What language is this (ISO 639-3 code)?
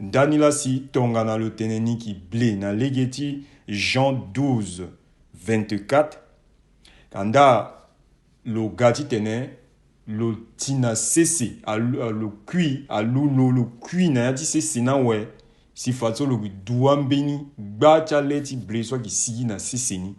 sag